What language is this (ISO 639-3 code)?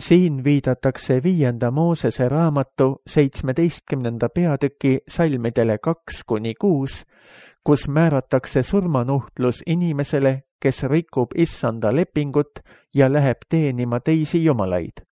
est